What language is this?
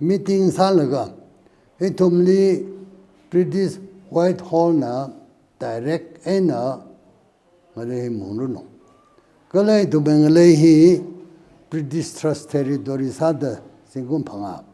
Tangkhul Naga (India)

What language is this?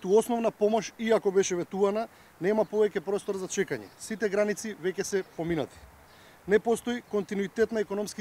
Macedonian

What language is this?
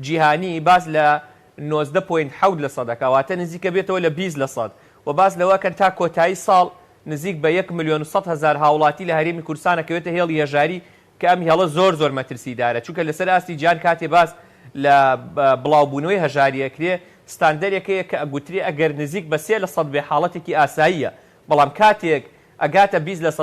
Central Kurdish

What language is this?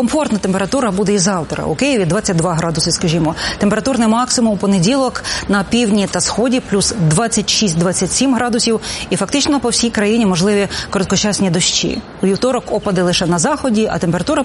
Ukrainian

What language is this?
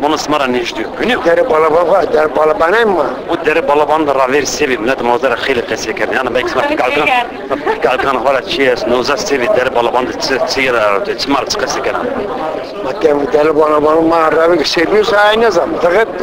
Zaza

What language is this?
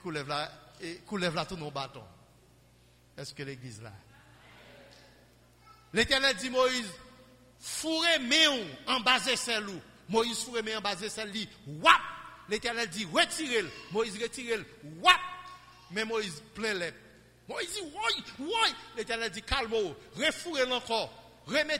Haitian Creole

